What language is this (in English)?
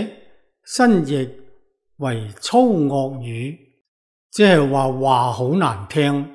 Cantonese